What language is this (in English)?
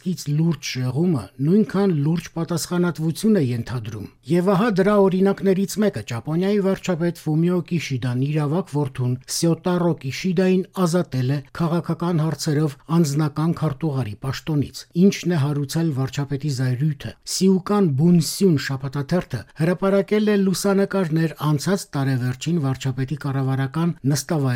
Armenian